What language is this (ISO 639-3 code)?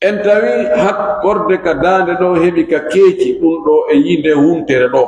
ful